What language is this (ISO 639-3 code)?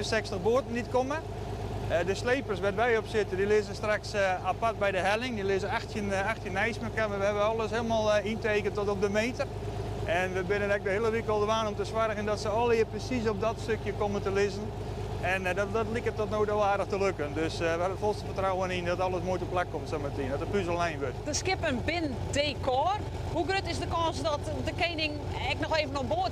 fry